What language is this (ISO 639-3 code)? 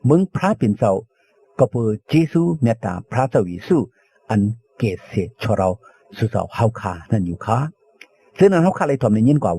shn